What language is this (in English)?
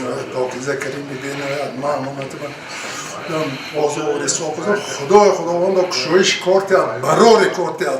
Tajik